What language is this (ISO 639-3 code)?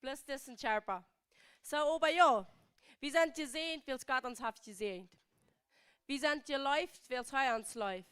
pdt